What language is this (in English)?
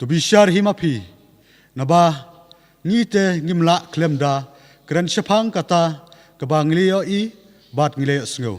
Khasi